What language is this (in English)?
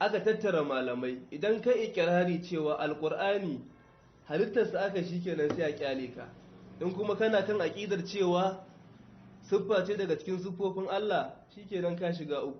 Hausa